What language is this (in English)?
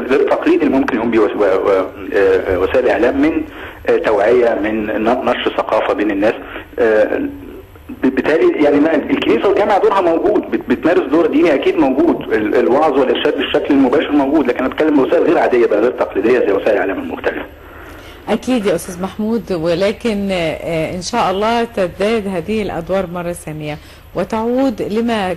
Egyptian Arabic